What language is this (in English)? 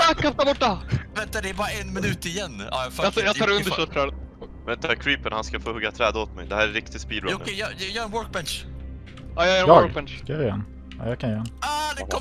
Swedish